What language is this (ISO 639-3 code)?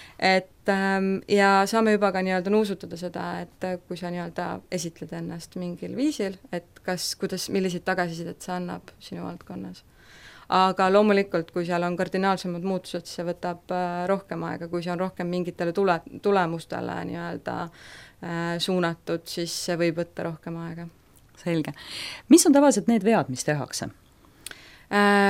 est